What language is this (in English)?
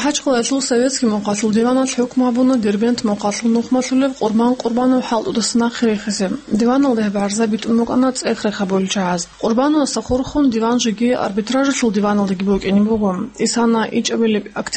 Avaric